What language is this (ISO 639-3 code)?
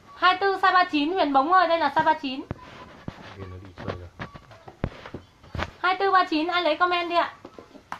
vie